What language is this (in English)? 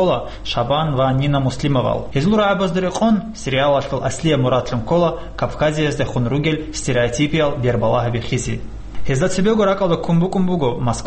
Avaric